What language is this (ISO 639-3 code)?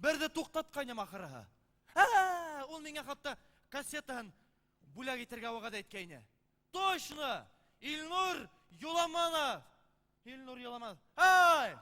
bak